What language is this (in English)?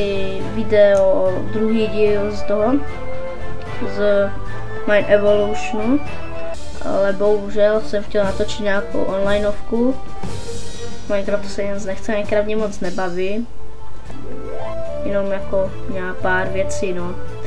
Czech